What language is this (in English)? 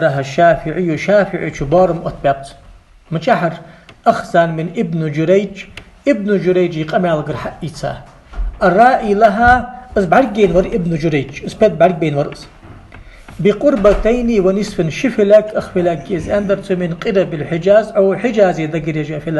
Ingush